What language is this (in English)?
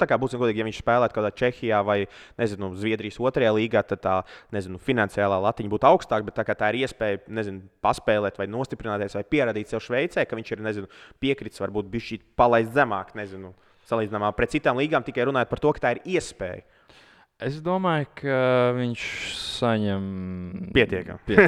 Latvian